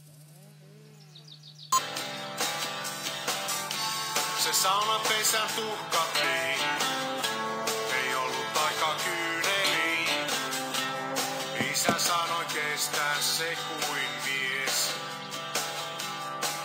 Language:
Finnish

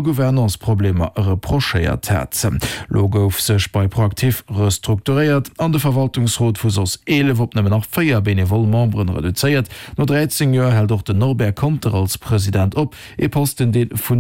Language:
Luxembourgish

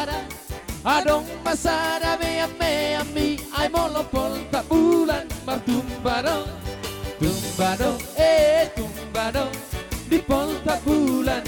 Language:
Batak Toba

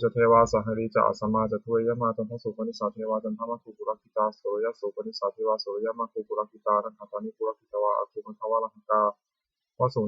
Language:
Pali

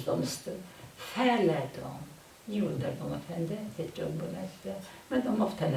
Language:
Ossetic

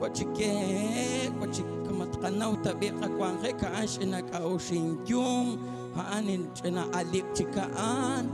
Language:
Kekchí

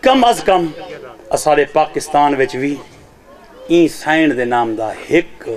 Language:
Saraiki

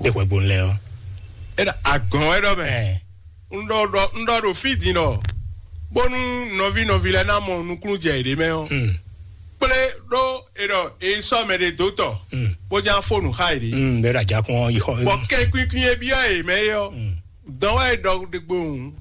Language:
Fon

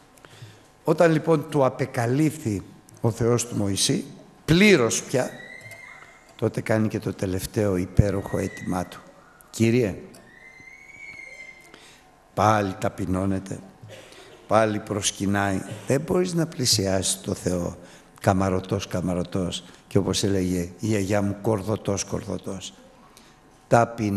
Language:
Greek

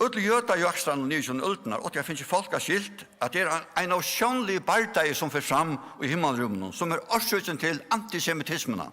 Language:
Faroese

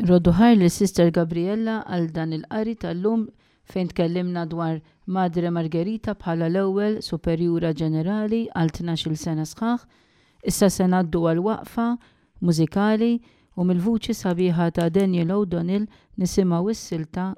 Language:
Maltese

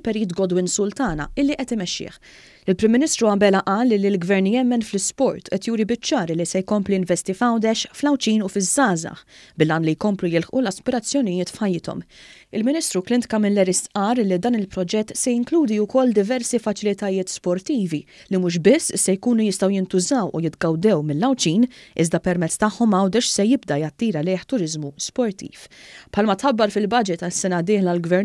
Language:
Maltese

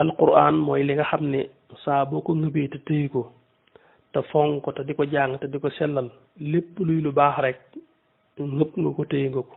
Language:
Wolof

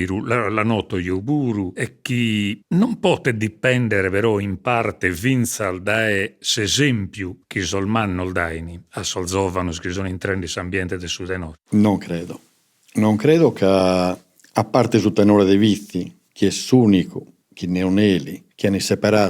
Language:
Sardinian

